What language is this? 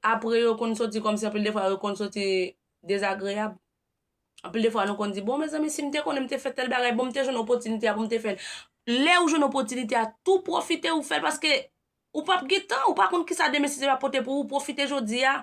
Haitian Creole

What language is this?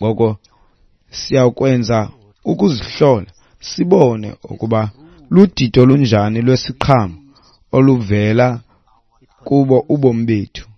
Xhosa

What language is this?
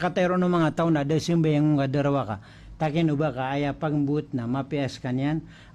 Maranao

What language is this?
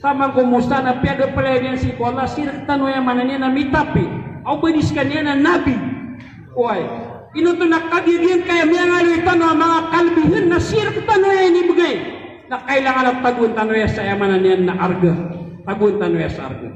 Maranao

